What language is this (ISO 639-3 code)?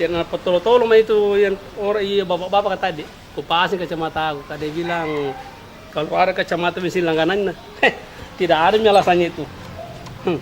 mfp